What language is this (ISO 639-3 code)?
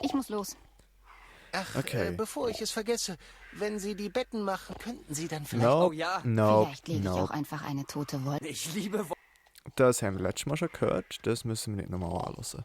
gsw